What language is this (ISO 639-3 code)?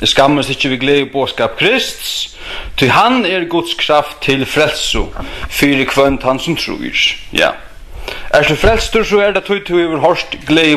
fao